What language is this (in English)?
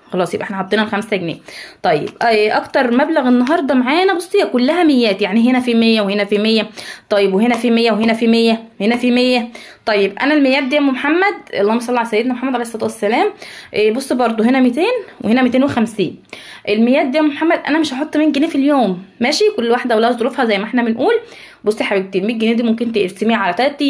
Egyptian Arabic